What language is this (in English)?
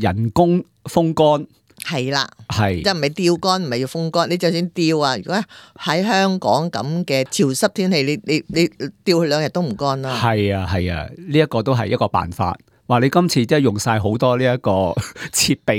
Cantonese